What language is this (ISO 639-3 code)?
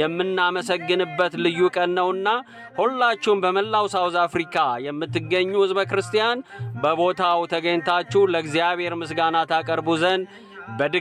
amh